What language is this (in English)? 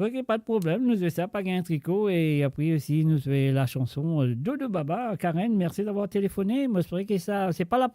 Morisyen